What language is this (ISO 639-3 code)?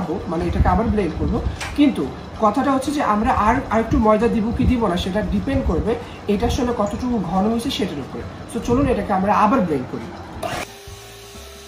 ben